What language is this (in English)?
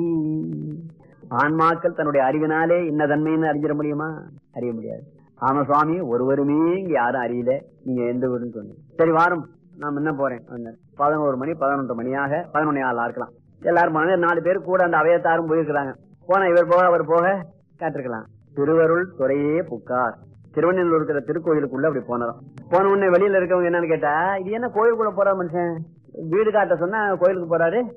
Tamil